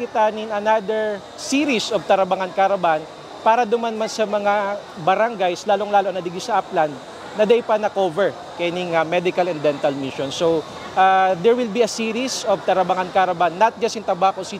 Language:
Bikol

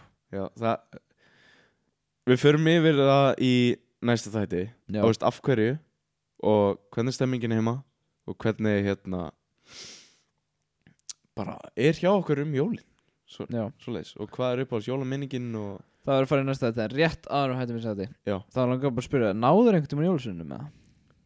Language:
Icelandic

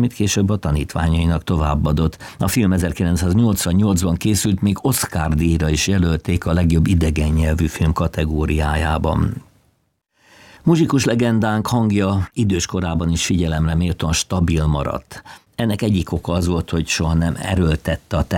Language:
Hungarian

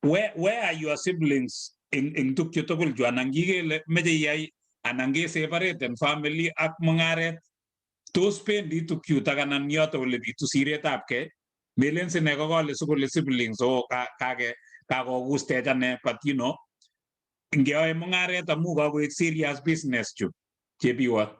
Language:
Kalenjin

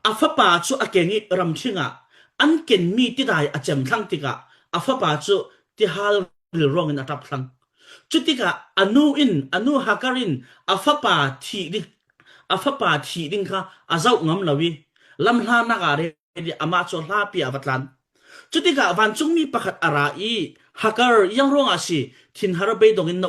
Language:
Falam Chin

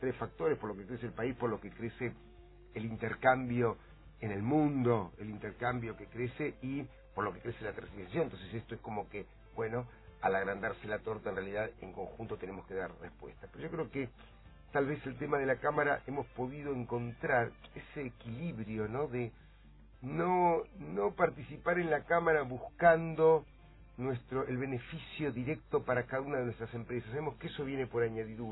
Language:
Spanish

